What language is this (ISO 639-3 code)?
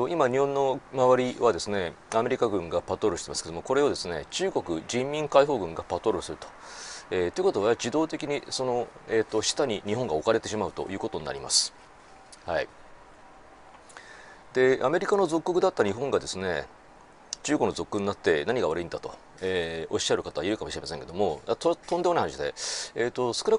jpn